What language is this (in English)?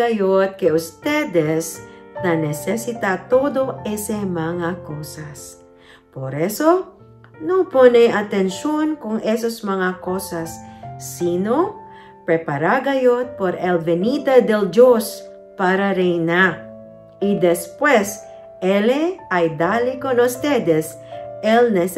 Chavacano